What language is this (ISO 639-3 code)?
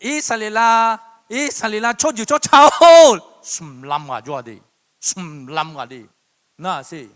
ahk